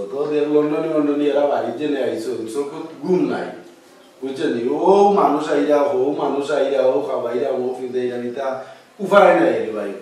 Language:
Sylheti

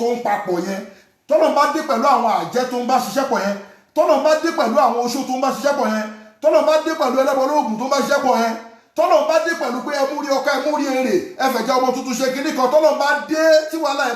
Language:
Yoruba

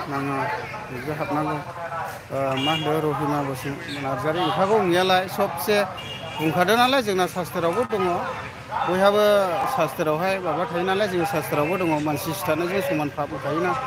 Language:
Bodo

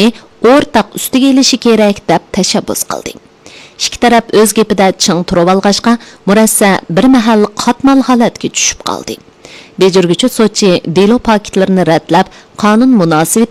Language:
Uyghur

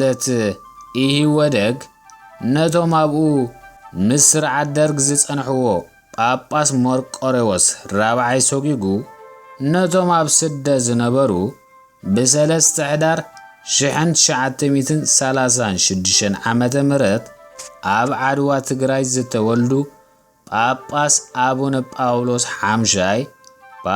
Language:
Tigrinya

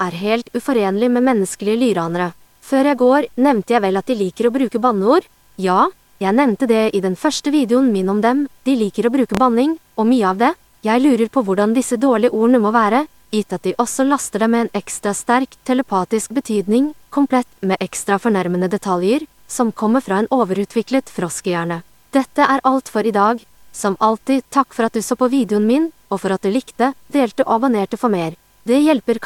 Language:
Norwegian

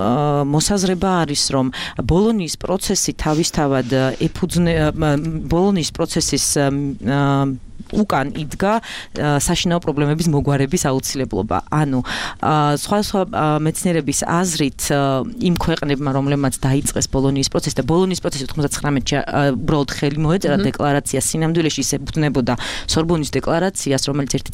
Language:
Georgian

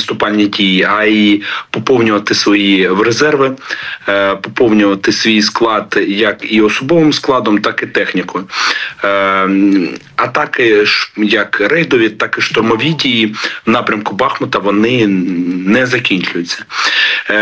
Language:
Ukrainian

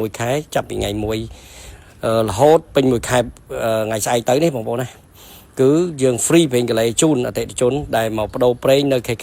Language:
Khmer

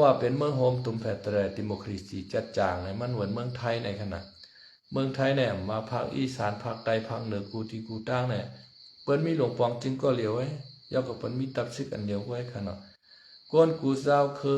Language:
Shan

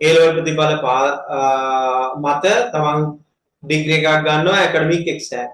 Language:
Sinhala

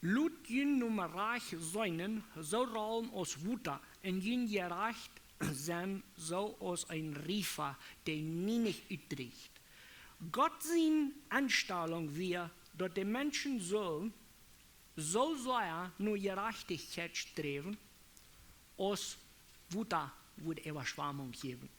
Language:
Plautdietsch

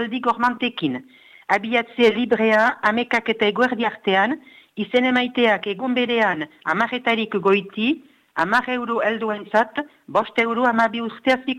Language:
Basque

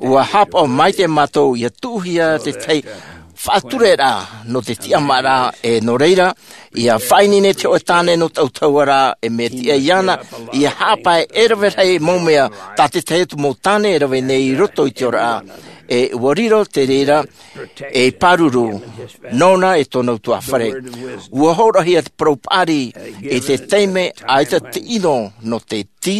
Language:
Tahitian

